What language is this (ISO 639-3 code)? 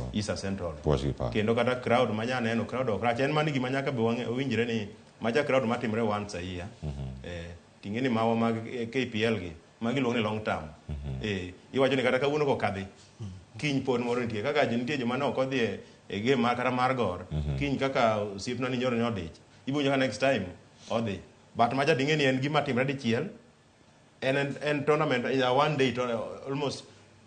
luo